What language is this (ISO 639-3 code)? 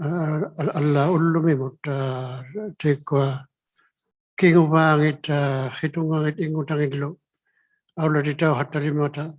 iku